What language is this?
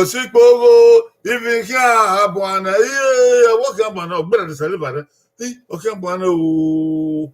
Bini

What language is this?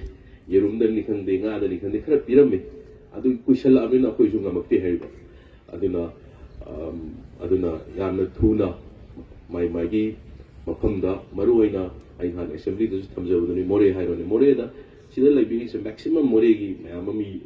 Manipuri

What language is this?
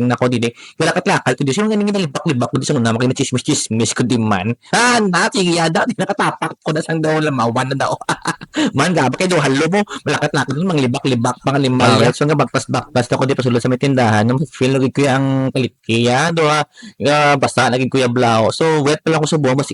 Hiligaynon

